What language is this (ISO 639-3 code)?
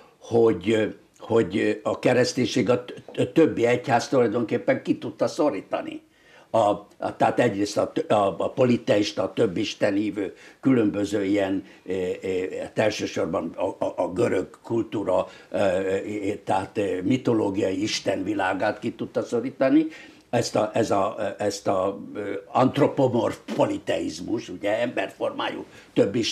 hun